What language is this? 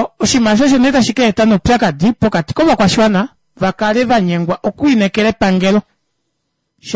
Kuanyama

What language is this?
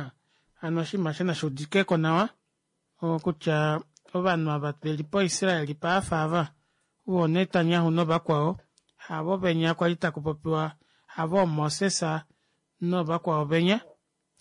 Kuanyama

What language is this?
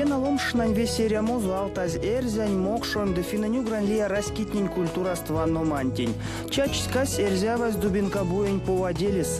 Erzya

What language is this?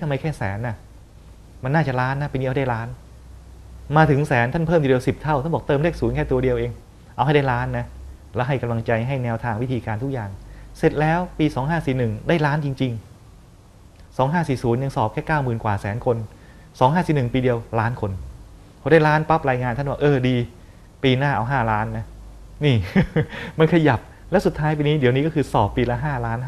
Thai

